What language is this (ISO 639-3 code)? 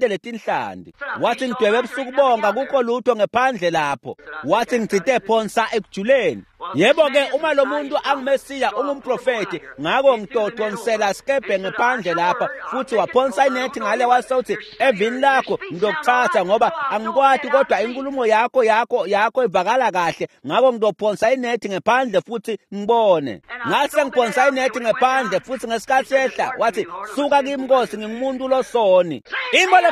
ssw